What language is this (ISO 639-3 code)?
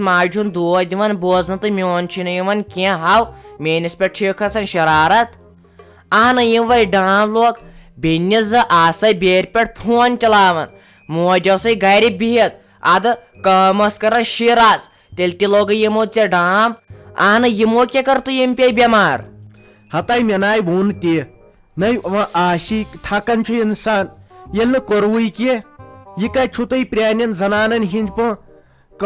kas